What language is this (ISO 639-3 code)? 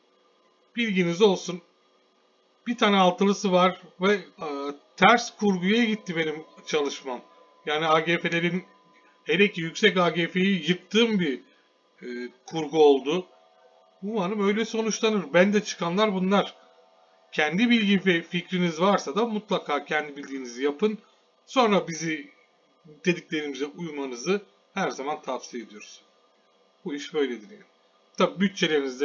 tur